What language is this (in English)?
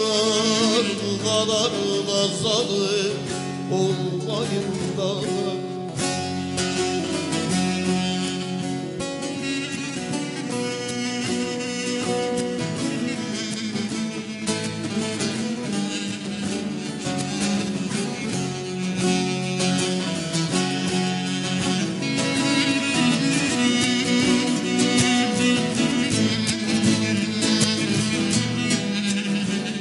Turkish